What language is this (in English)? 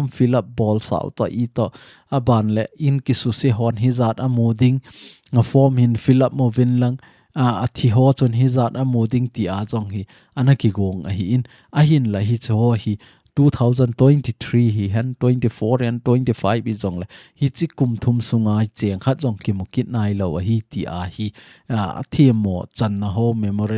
Thado Chin